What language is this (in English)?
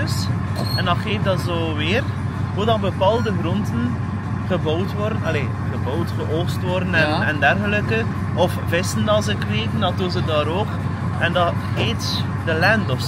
Dutch